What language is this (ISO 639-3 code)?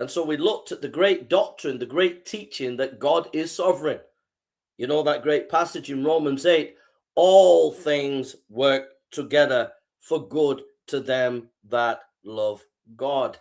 eng